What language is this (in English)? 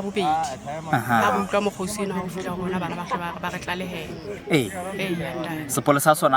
Southern Sotho